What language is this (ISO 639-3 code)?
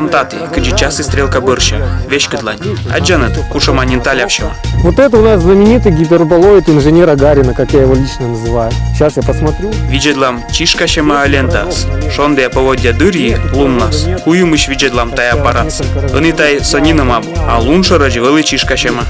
kom